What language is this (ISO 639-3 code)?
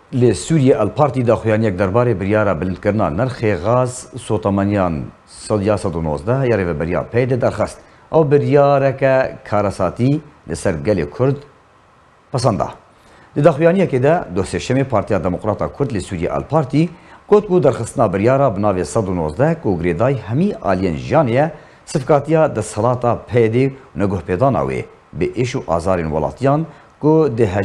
kur